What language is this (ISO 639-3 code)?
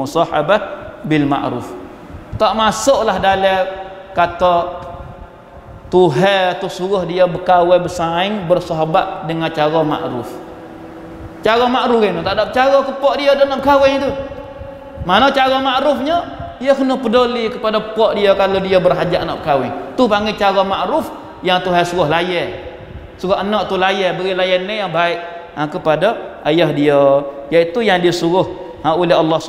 msa